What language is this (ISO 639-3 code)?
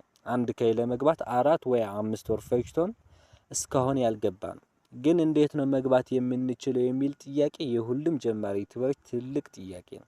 amh